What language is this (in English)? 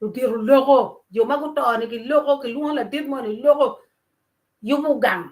Acoli